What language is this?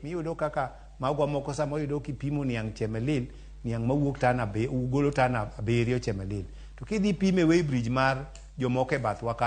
Luo (Kenya and Tanzania)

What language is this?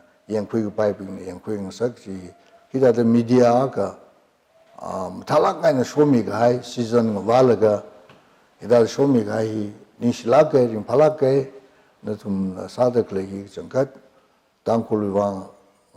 Tangkhul Naga (India)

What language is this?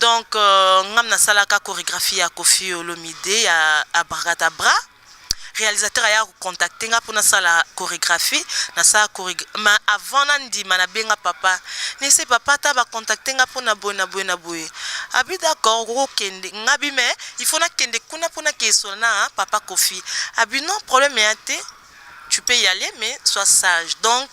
Lingala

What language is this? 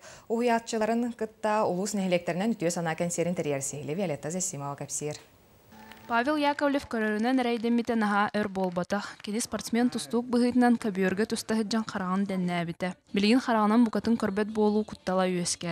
Yakut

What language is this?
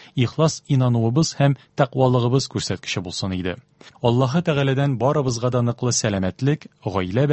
Tatar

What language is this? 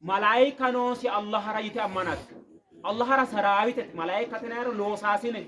Sidamo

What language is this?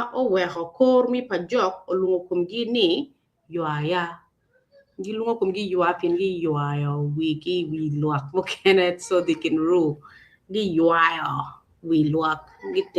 Acoli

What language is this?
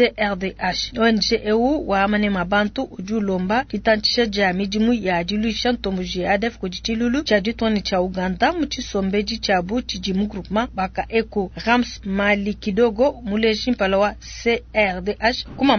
Luba-Lulua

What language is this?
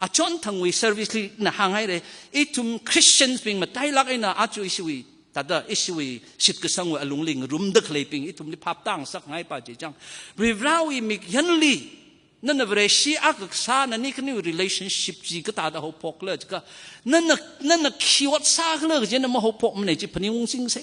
Tangkhul Naga (India)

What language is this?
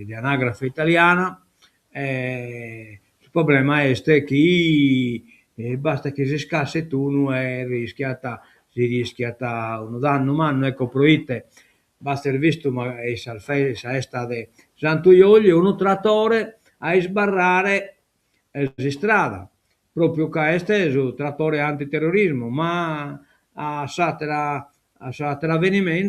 Sardinian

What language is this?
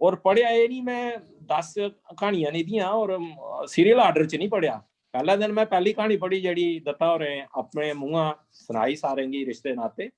Dogri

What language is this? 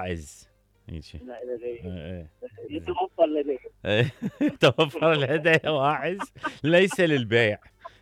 Mesopotamian Arabic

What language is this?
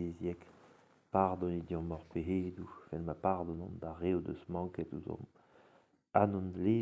Breton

